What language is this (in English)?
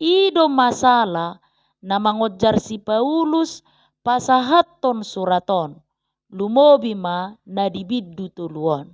Batak Toba